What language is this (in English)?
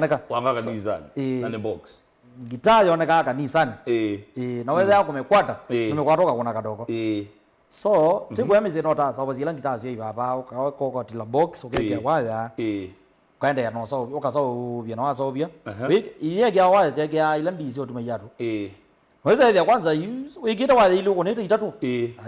Kamba